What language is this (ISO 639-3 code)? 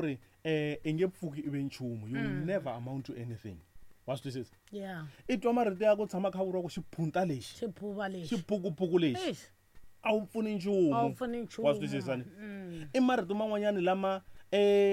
tso